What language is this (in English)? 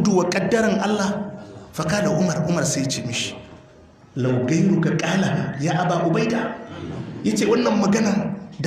Hausa